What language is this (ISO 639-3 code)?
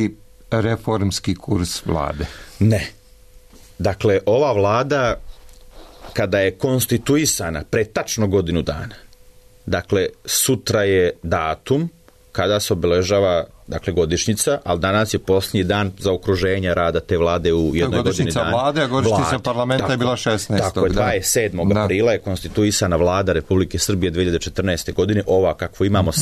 srp